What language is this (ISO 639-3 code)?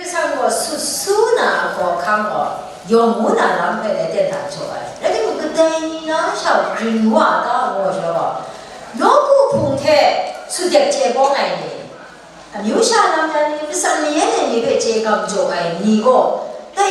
kac